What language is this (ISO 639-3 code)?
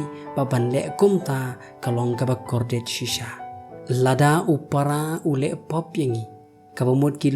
kha